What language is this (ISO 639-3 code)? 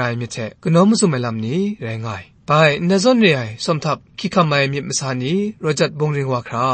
kac